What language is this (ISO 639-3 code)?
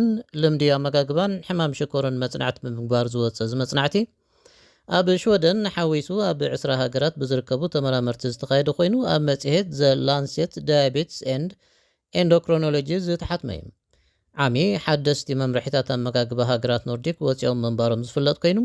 tir